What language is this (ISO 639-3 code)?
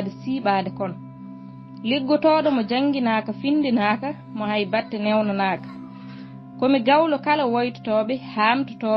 ful